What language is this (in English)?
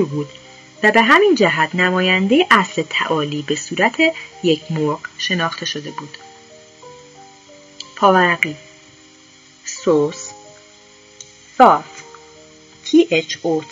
Persian